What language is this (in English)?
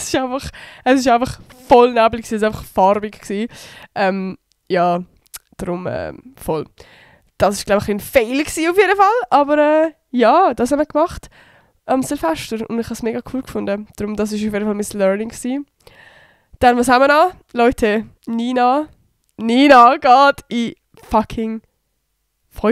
Swiss German